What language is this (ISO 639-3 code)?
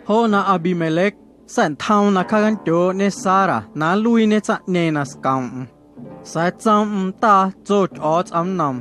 amu